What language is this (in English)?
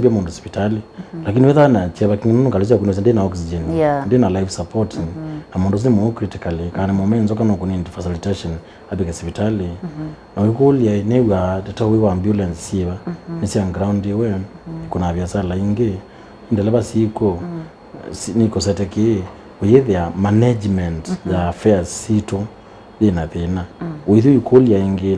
Kamba